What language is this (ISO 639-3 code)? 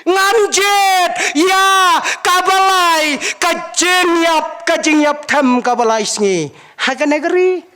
kha